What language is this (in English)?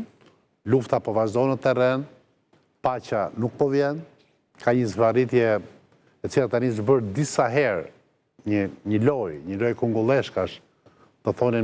Albanian